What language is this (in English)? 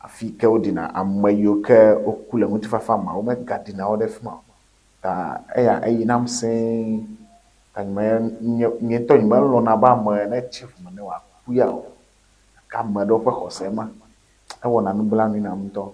Ewe